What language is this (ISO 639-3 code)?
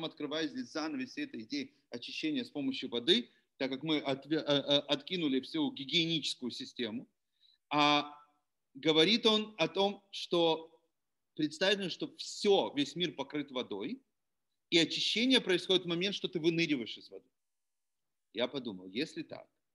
rus